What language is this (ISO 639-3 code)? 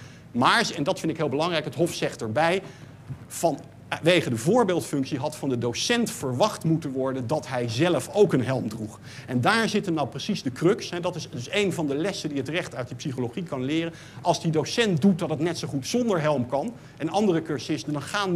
nld